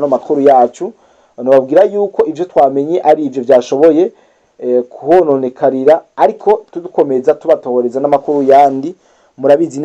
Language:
Rundi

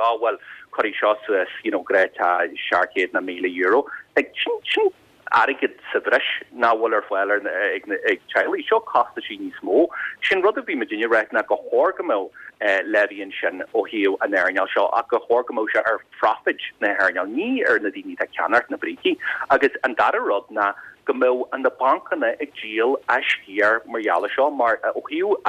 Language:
Irish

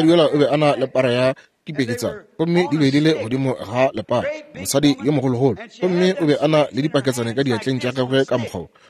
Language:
Northern Sotho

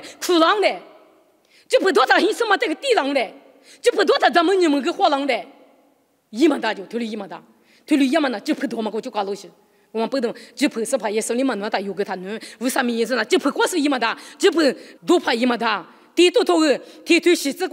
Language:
Lisu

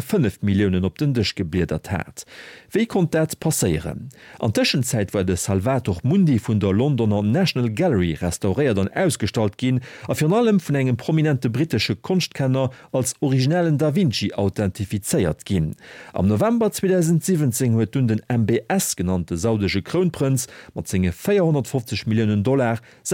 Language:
Luxembourgish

